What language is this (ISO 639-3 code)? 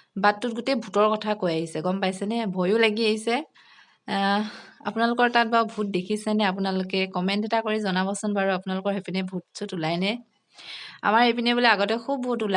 asm